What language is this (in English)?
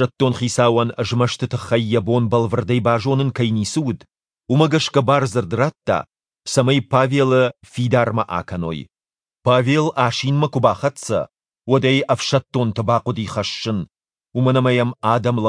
Ossetic